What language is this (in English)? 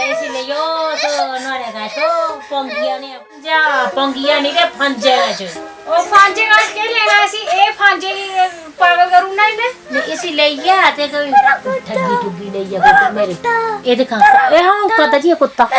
Dogri